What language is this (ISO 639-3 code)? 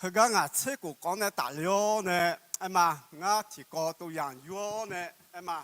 ahk